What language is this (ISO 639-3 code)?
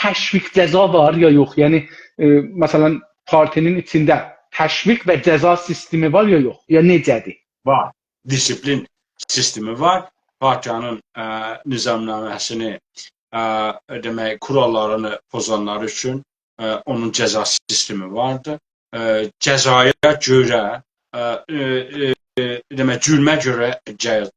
azb